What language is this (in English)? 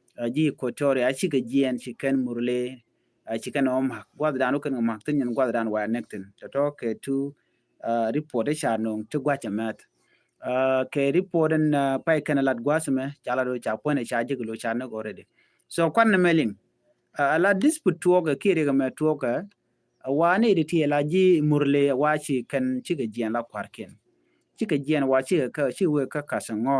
Nuer